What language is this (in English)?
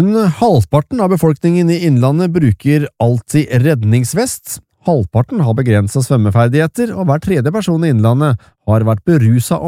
Norwegian